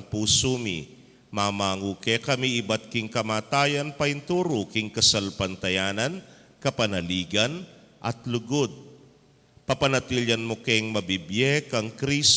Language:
Pampanga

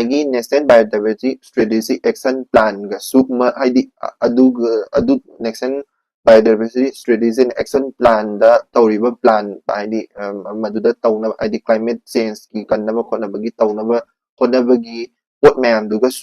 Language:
Manipuri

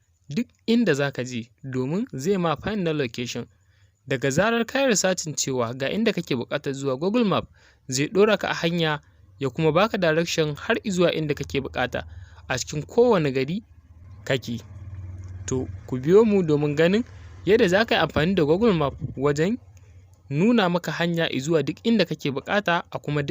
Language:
Hausa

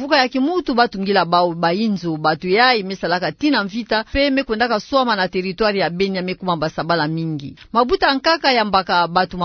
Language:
Kituba (Democratic Republic of Congo)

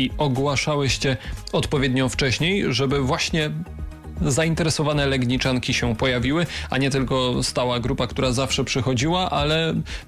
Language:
Polish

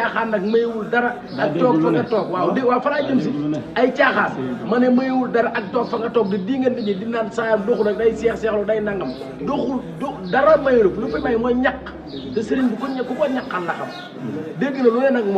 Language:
Wolof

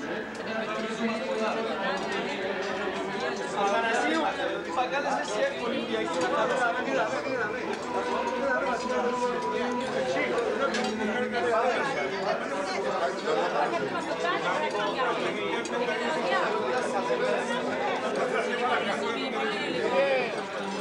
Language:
Greek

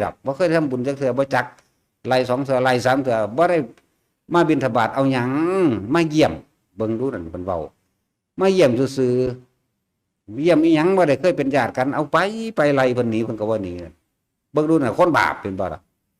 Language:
Lao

